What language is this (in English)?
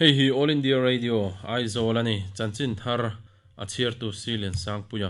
Mizo